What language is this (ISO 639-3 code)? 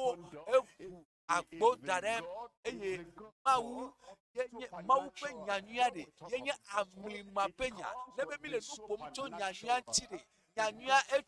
ewe